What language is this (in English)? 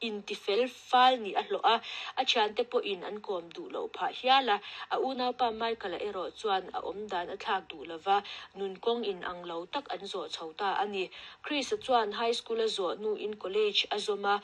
Mizo